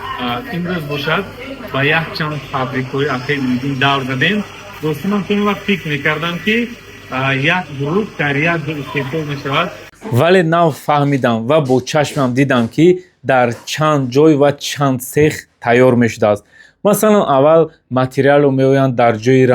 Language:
Tajik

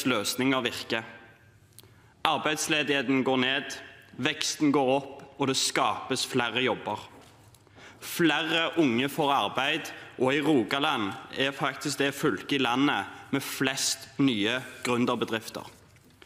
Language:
Norwegian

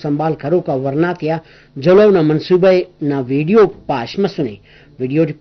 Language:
Brahui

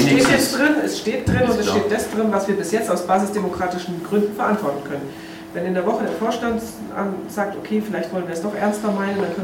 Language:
German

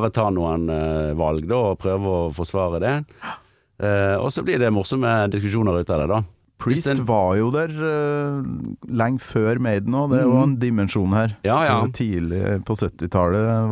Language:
Norwegian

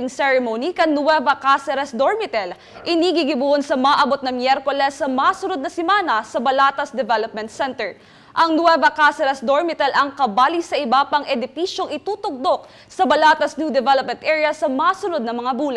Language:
Bikol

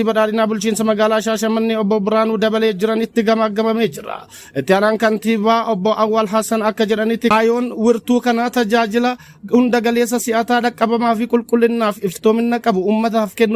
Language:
Oromo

